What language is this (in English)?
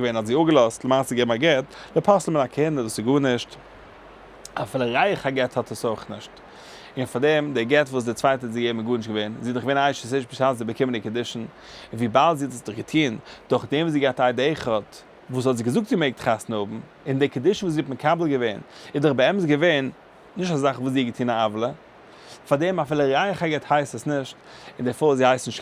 Yiddish